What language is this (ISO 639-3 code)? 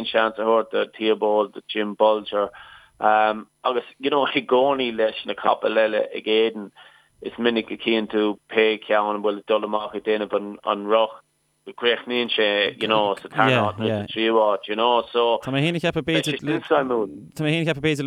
gle